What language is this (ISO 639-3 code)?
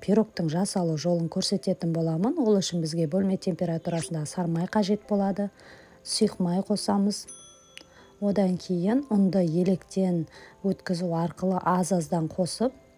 kaz